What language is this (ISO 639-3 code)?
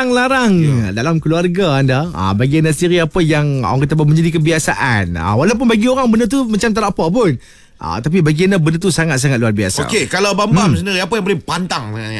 msa